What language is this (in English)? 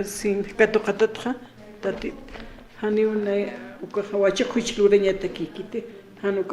Aymara